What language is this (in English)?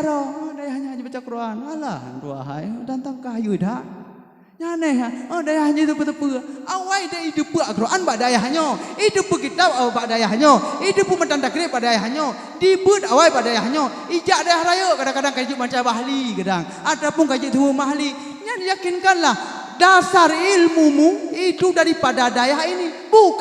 Achinese